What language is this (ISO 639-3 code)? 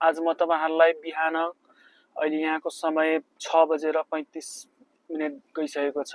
nep